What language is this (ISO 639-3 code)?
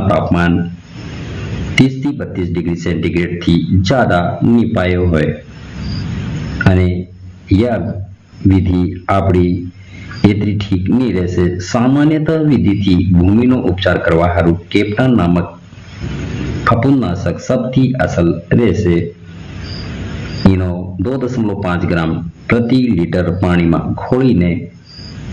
guj